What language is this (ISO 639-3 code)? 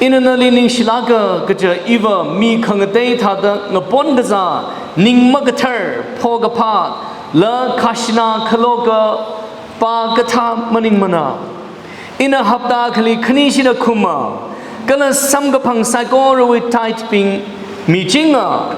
nmf